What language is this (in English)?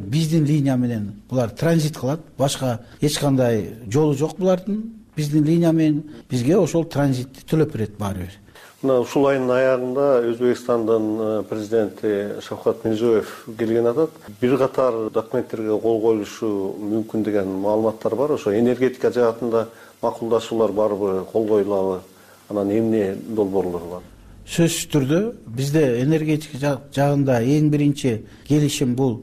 Kyrgyz